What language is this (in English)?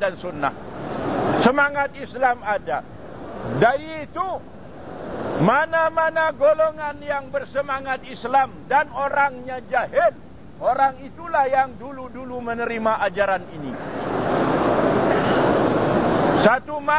Malay